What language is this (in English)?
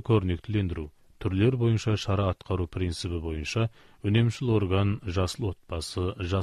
Kazakh